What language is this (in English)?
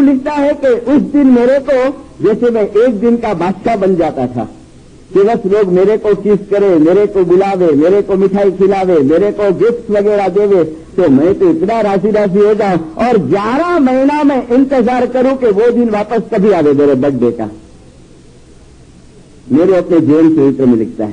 Urdu